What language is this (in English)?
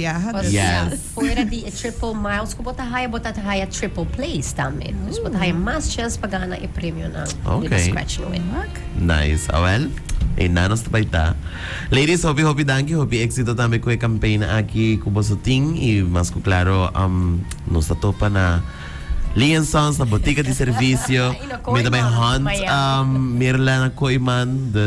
Papiamento